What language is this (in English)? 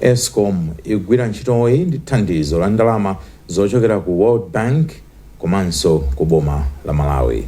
Nyanja